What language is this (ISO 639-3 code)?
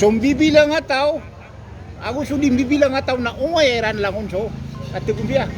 mrw